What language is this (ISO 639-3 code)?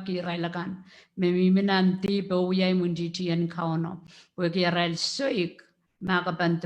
pon